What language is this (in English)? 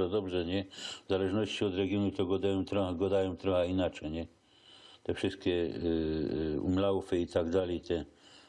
Silesian